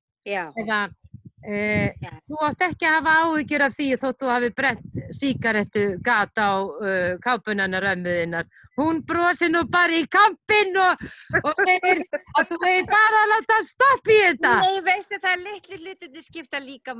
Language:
Icelandic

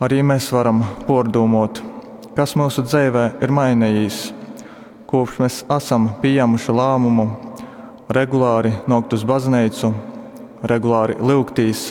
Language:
Latgalian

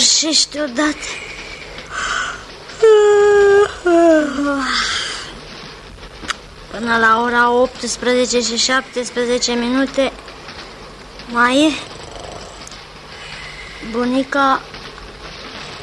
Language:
Romanian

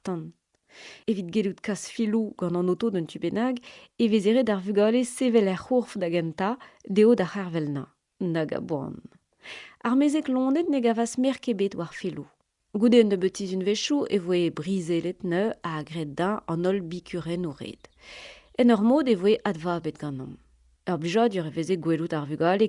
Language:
Breton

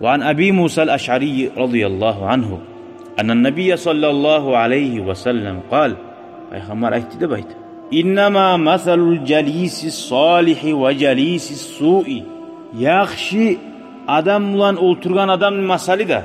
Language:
Kumyk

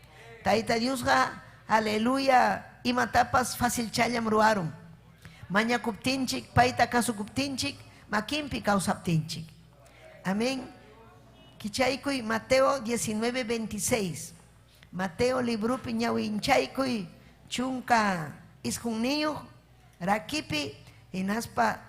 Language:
Ayacucho Quechua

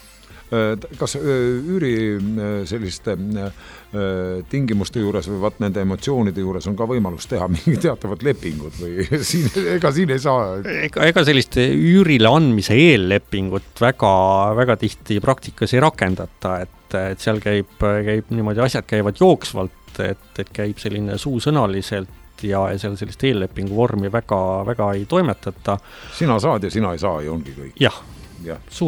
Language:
Estonian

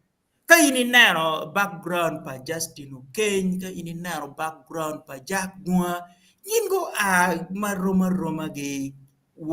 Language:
Acoli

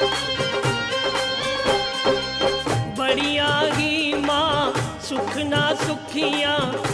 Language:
Hindi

